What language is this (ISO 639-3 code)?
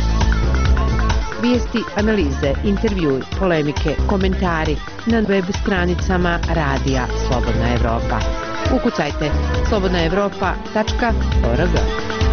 bos